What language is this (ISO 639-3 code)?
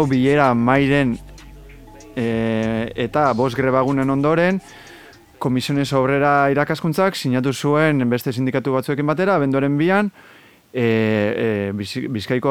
eus